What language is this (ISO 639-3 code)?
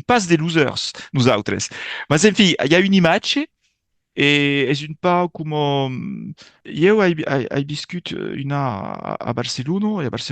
oci